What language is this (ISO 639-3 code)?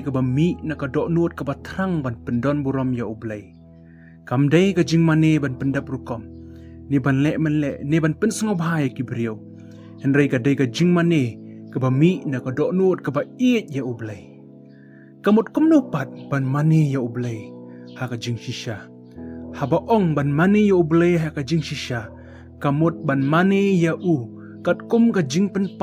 kha